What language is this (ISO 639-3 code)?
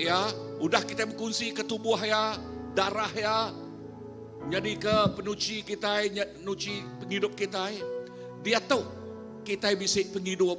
iba